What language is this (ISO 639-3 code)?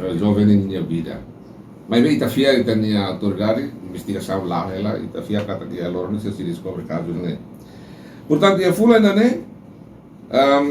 tet